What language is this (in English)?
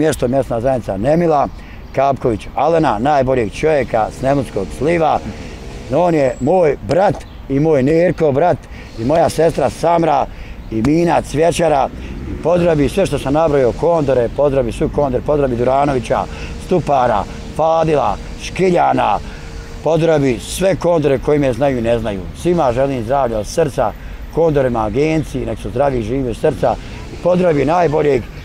Bosnian